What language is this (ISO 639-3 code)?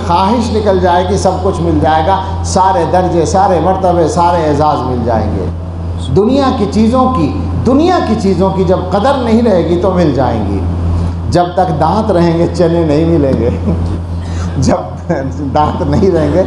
urd